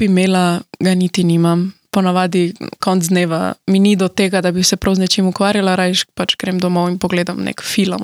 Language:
Slovenian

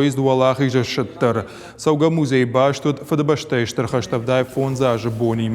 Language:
Ossetic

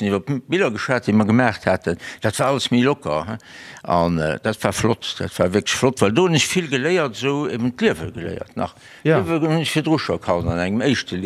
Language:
Luxembourgish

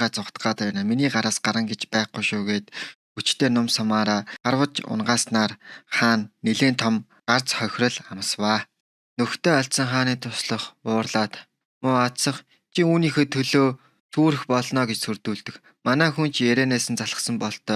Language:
Mongolian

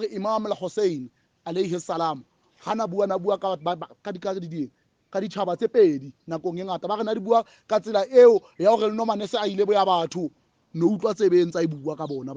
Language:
Southern Sotho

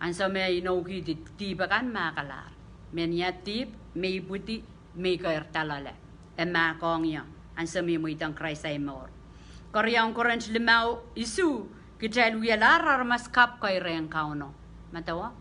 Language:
Pohnpeian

